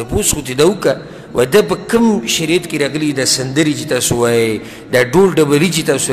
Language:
Pashto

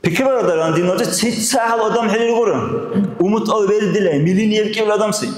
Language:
Dargwa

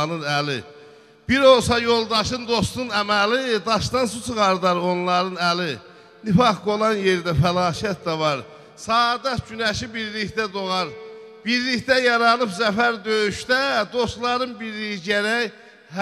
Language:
South Azerbaijani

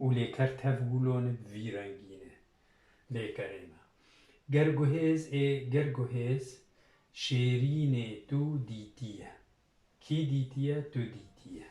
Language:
Kurdish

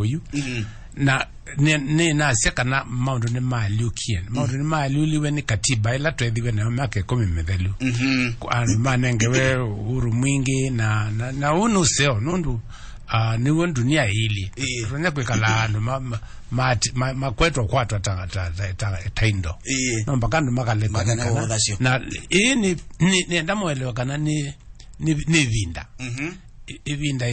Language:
Kamba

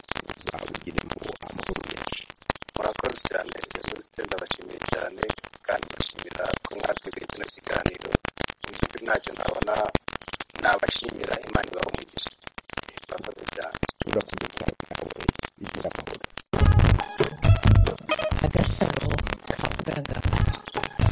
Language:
Kinyarwanda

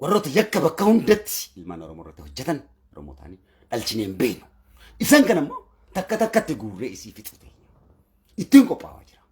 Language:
Oromo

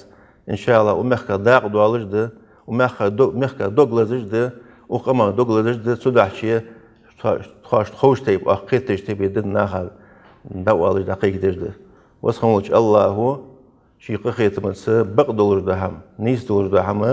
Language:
Ingush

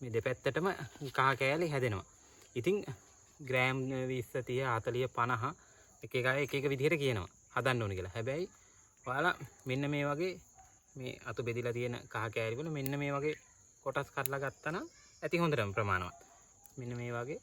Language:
Sinhala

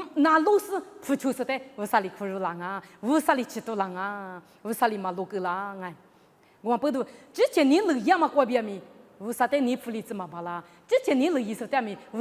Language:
Lisu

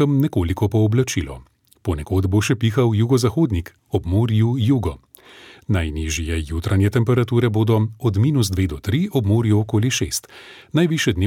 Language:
Slovenian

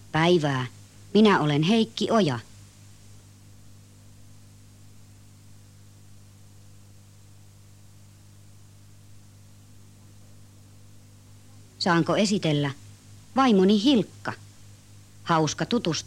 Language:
Finnish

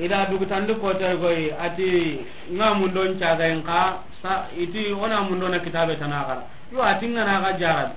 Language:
Soninke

